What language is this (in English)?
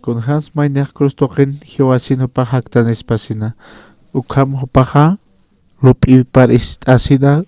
Aymara